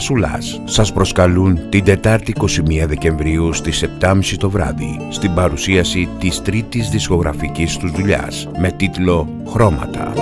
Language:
Greek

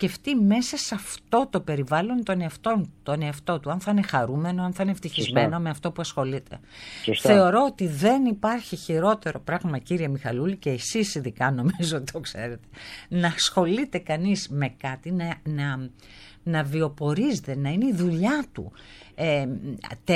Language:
Greek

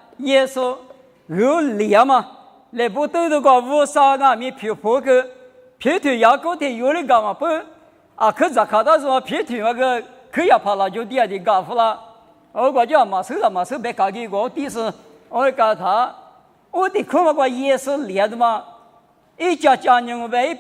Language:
Lisu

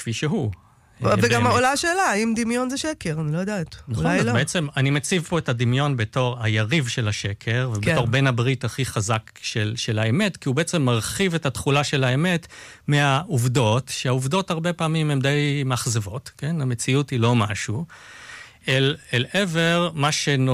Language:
Hebrew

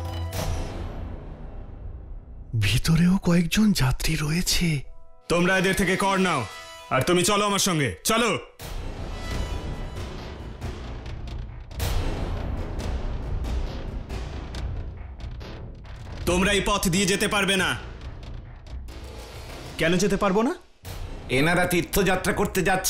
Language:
Bangla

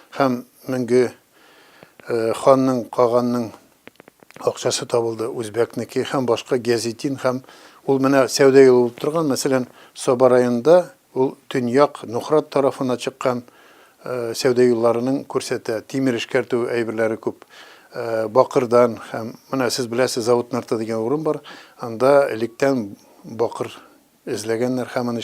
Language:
Tatar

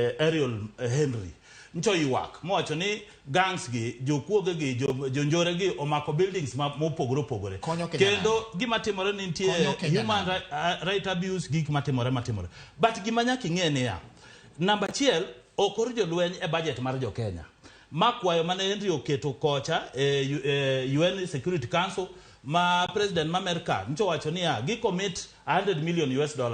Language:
Luo (Kenya and Tanzania)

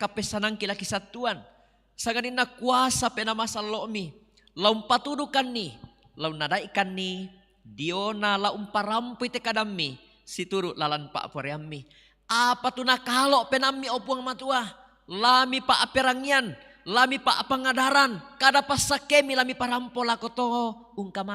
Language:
Toraja-Sa'dan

